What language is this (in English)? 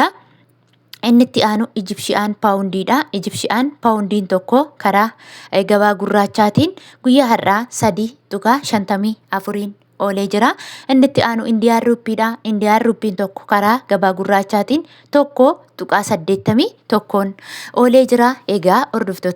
Oromo